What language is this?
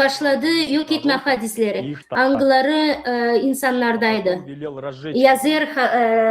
Gagauz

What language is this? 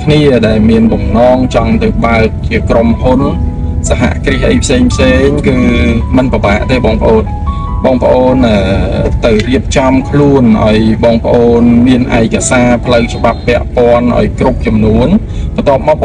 Khmer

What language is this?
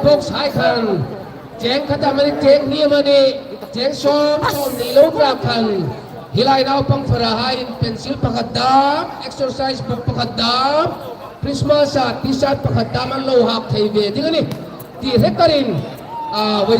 Hmar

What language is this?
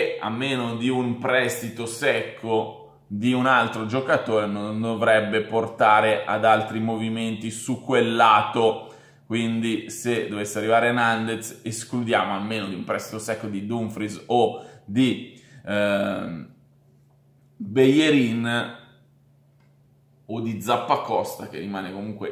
Italian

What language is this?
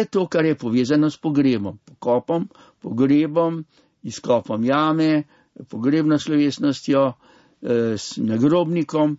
Slovenian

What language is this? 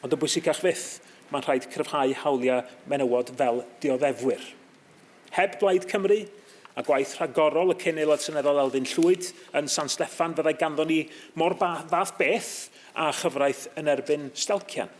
Welsh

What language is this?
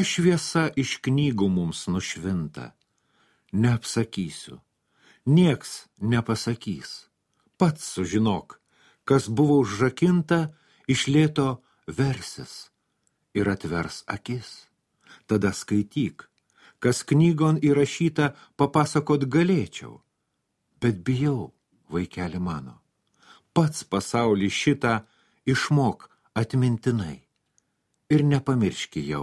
Lithuanian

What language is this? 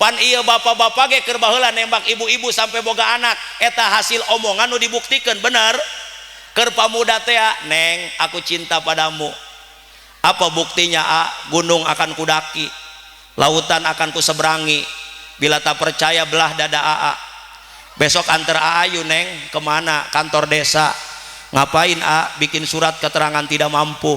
Sundanese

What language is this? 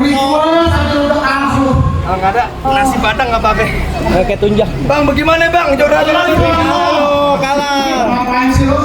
Betawi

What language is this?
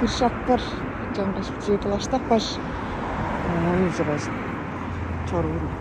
Tuvinian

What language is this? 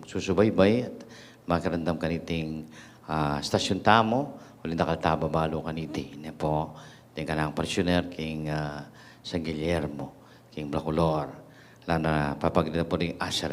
Pampanga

